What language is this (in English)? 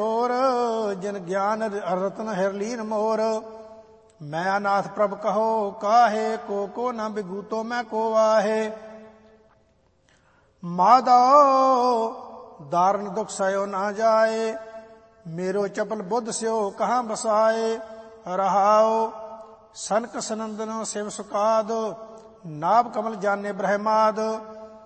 Punjabi